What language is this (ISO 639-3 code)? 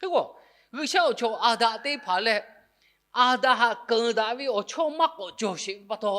lhu